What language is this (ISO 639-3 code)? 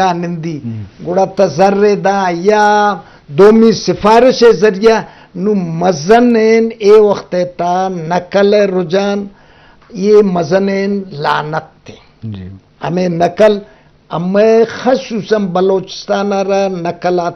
bgp